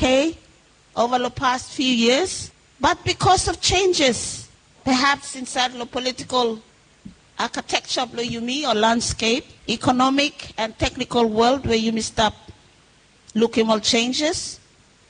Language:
Bislama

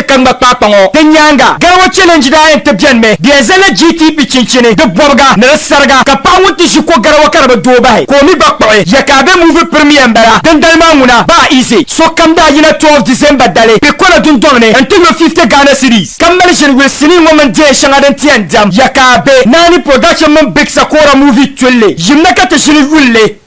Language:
Dagbani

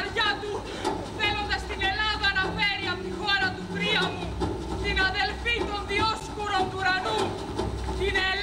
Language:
Greek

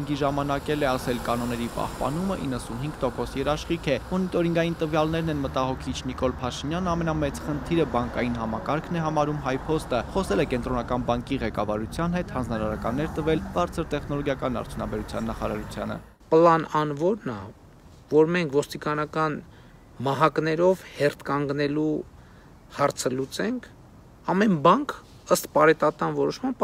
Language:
Armenian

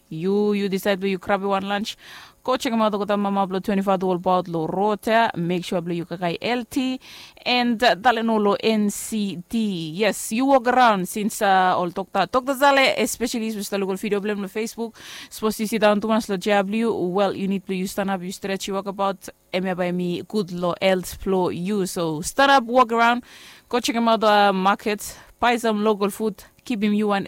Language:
Bislama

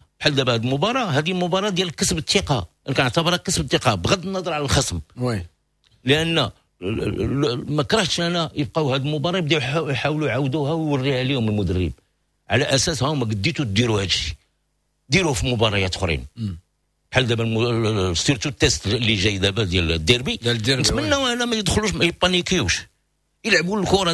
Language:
Moroccan Arabic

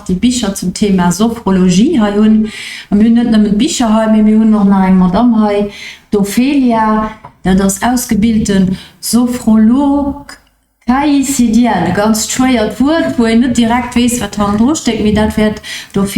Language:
Luxembourgish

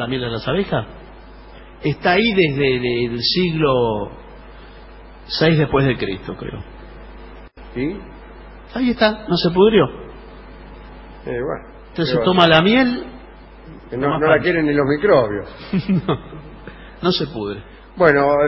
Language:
Spanish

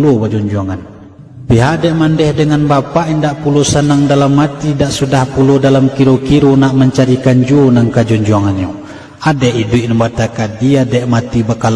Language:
Minangkabau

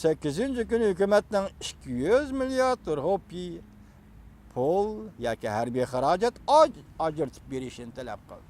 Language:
Uyghur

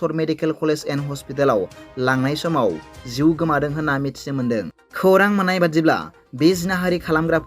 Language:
Bodo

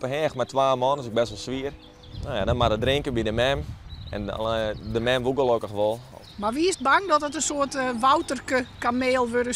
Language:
Western Frisian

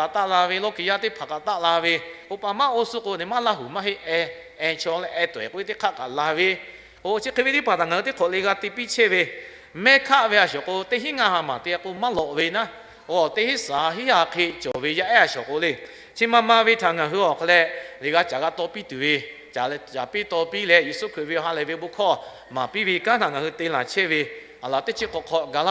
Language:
Lahu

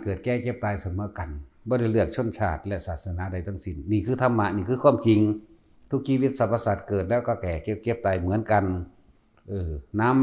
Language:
Northeastern Thai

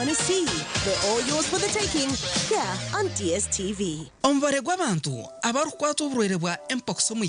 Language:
Nyankole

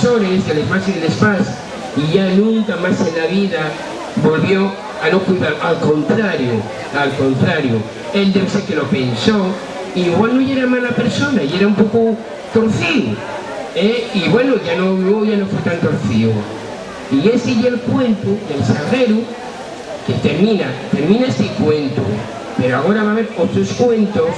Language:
Asturian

